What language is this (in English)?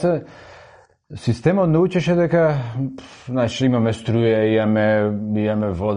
Macedonian